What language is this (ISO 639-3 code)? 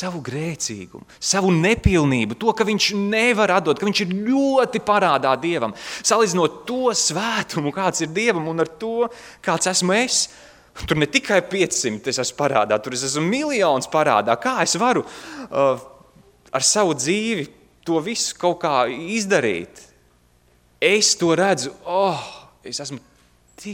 lav